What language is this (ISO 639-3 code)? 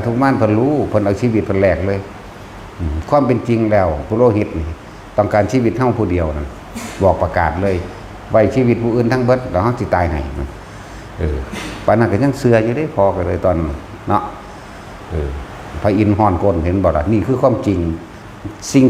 tts